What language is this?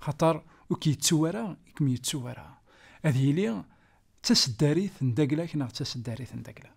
Kabyle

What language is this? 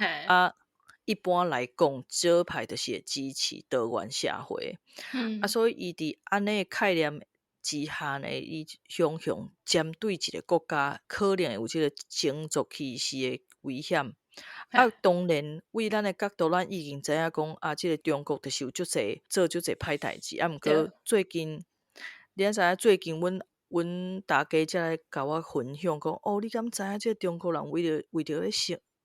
Min Nan Chinese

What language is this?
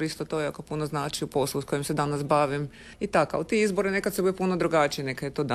Croatian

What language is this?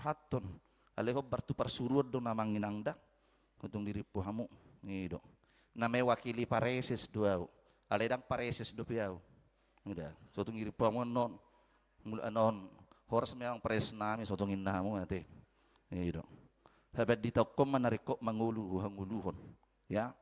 Batak Toba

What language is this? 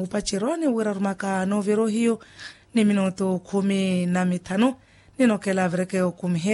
Makhuwa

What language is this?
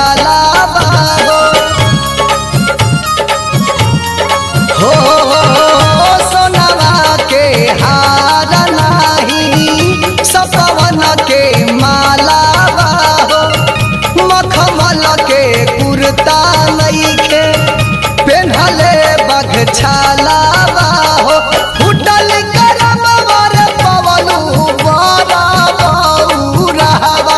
Bhojpuri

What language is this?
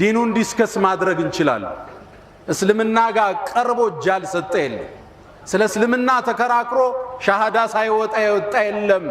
Amharic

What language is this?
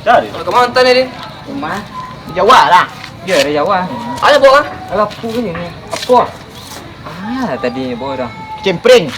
Minangkabau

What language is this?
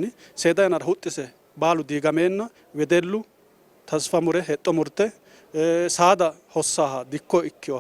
Sidamo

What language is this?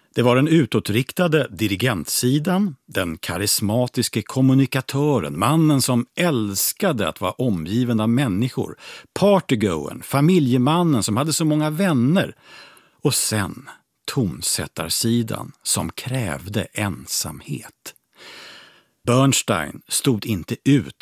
Swedish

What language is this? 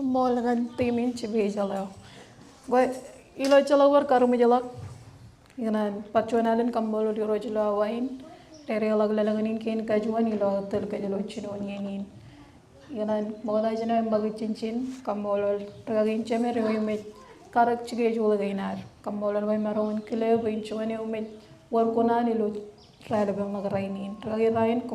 Marshallese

